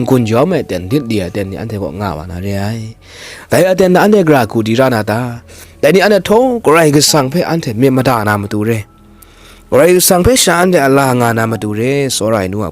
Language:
Kachin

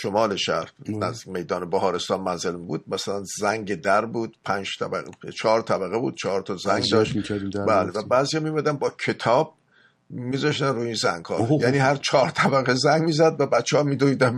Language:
Persian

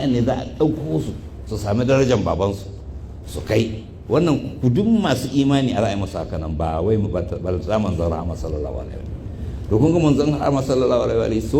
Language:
Hausa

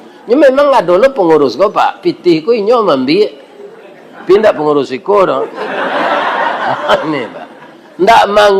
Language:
Minangkabau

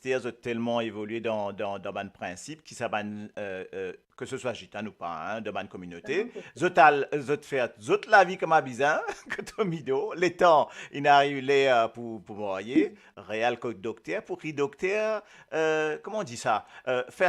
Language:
Morisyen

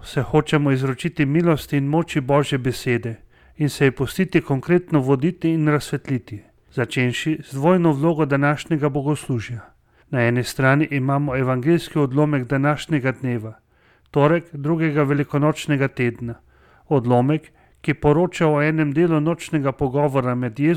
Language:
Slovenian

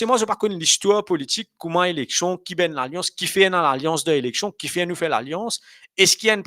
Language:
Morisyen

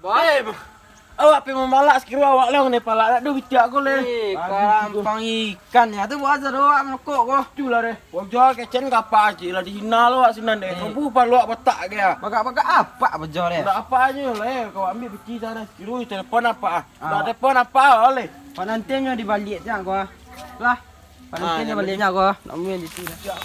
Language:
Minangkabau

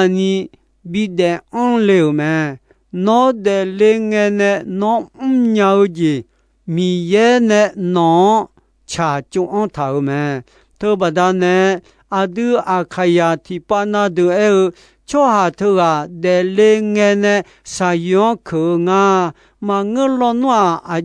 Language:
Akha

